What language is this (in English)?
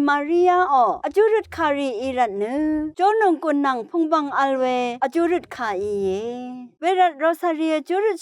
Rawang